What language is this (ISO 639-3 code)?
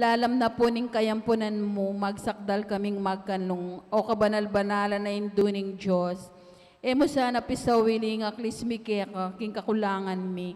pam